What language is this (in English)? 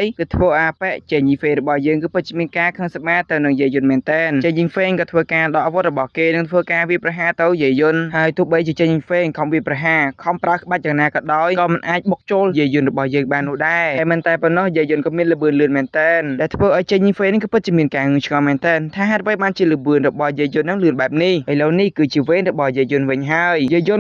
Khmer